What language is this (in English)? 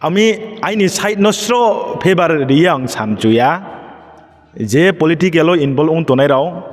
Riang (India)